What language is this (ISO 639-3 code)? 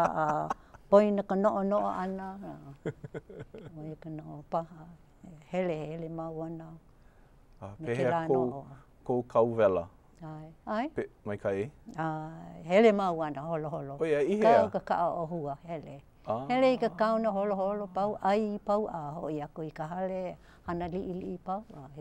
haw